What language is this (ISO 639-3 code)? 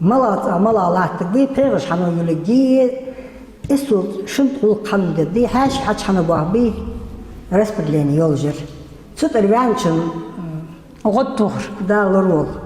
inh